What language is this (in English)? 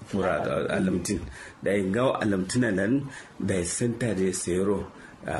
Kanuri